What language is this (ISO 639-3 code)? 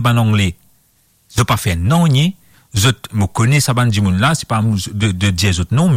mfe